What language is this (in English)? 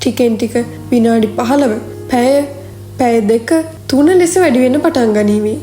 Sinhala